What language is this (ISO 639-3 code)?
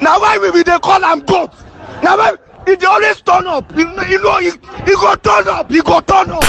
pcm